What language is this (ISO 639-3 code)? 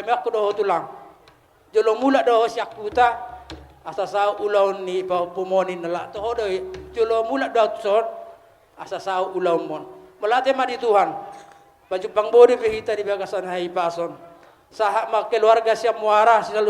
bbc